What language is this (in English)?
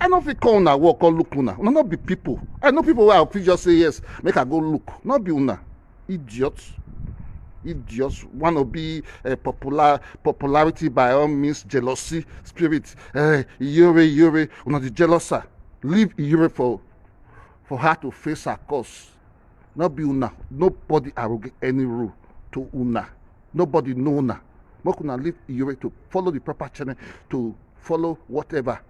Nigerian Pidgin